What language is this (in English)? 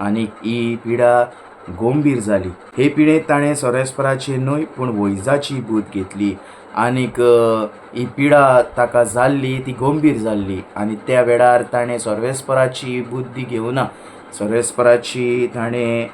Konkani